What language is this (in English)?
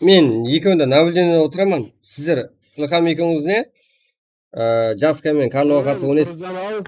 Kara-Kalpak